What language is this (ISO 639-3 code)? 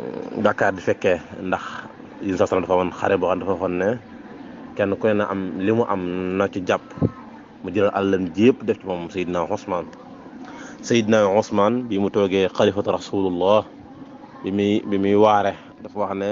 wol